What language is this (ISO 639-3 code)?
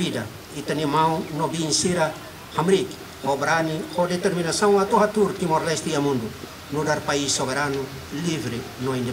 tet